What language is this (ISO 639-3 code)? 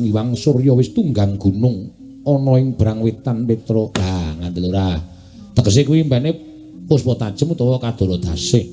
jav